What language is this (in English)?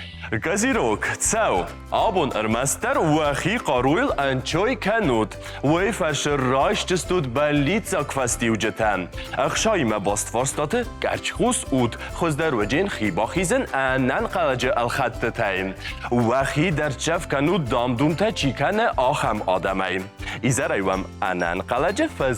Ossetic